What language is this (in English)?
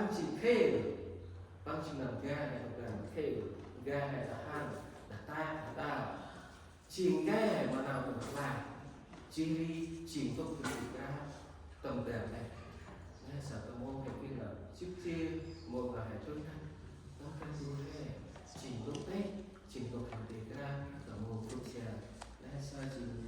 Central Mnong